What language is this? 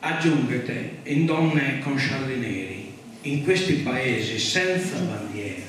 Sardinian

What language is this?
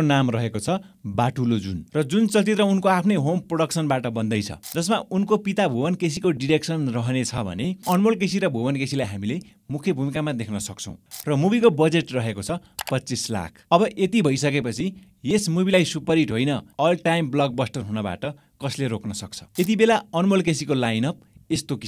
Nepali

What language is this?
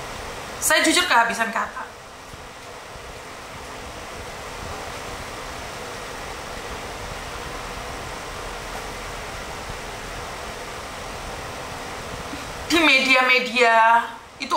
Indonesian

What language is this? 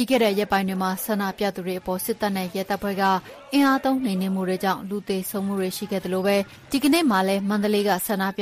Burmese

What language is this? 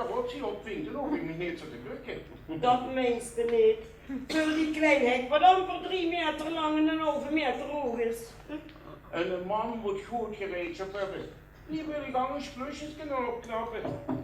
Limburgish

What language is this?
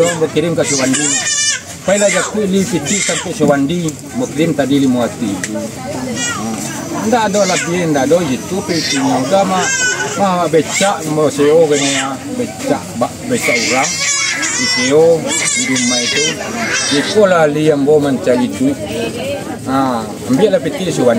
Minangkabau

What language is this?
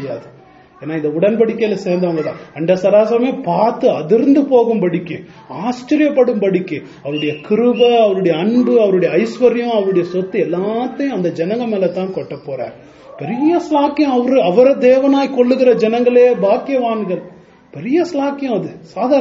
Tamil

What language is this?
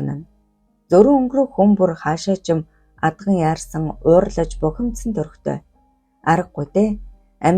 Mongolian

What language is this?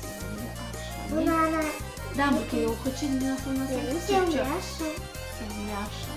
Crimean Tatar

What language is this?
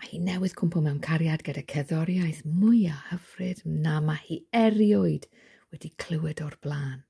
Welsh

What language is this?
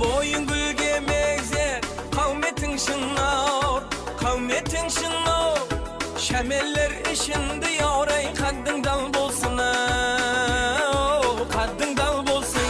Kara-Kalpak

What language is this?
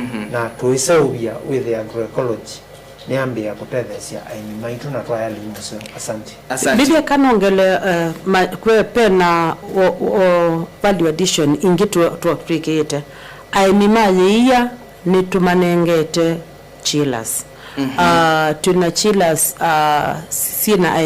Kamba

